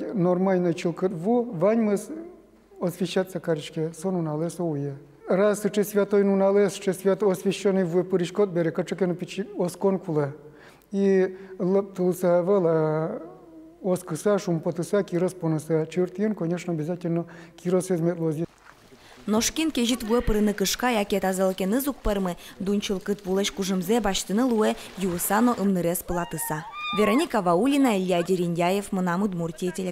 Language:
Udmurt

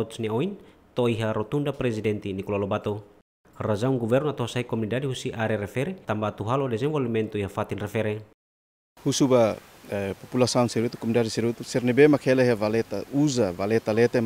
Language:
Tetum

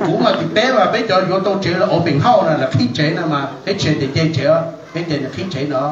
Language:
Hmong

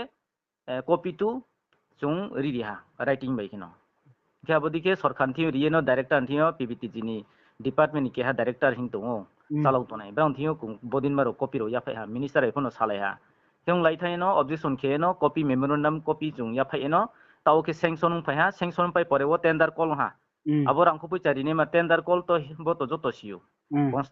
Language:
Riang (India)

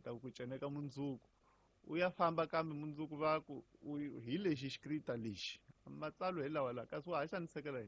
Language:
Tsonga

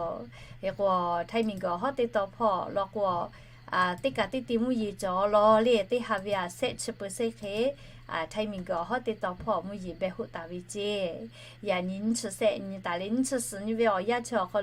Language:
Lahu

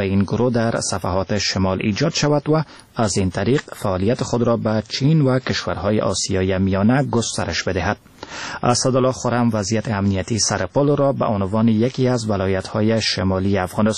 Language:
Persian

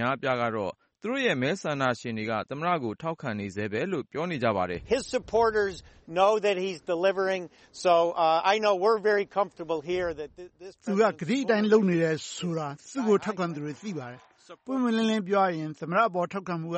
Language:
Burmese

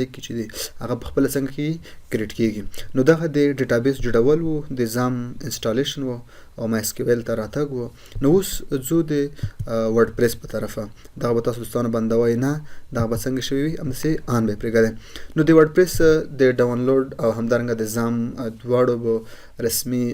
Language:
Pashto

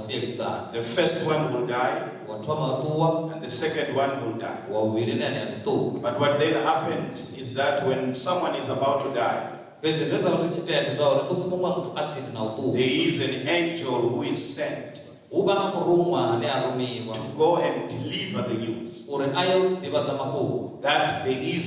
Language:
Venda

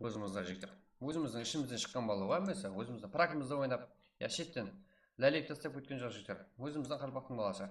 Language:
Kara-Kalpak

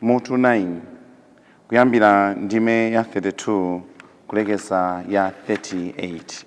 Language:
Nyanja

